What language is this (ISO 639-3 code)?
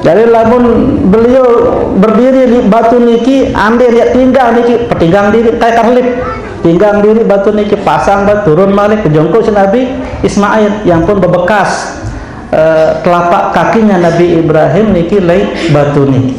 sas